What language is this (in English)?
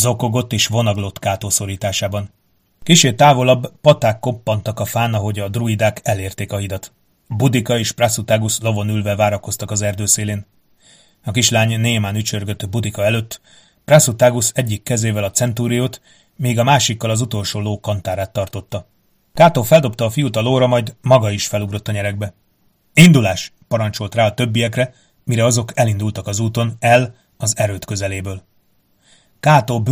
Hungarian